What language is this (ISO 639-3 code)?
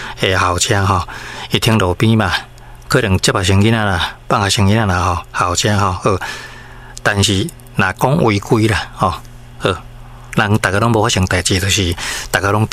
nan